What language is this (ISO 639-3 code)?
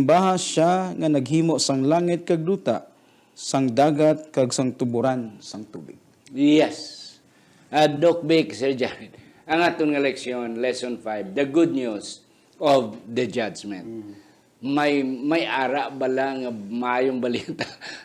hil